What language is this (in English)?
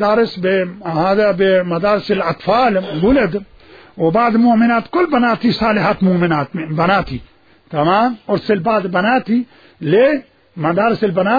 Mesopotamian Arabic